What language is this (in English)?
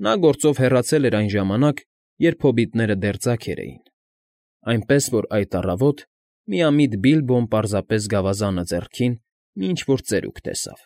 Armenian